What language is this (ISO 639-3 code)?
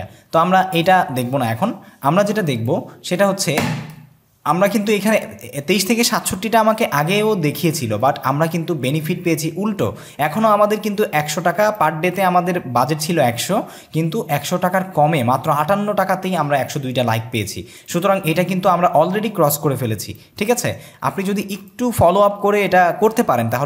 ben